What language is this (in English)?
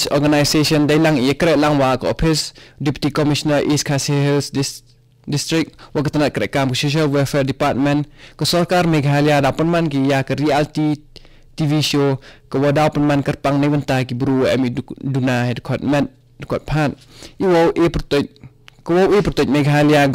Khasi